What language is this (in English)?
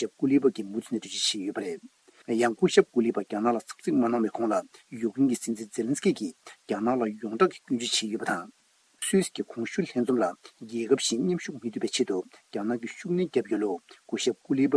Tibetan